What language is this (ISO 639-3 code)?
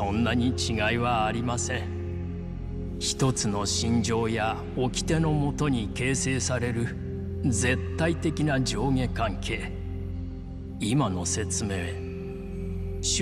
jpn